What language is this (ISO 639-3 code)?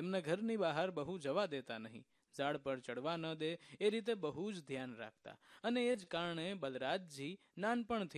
guj